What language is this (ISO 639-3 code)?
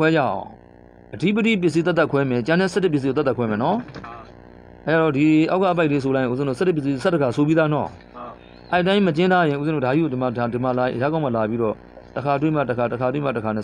mya